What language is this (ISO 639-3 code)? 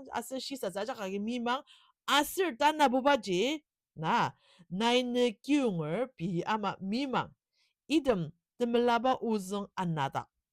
njo